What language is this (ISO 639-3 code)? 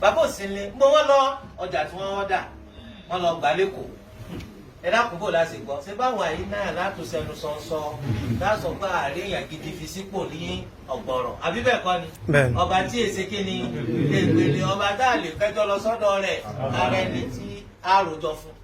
yor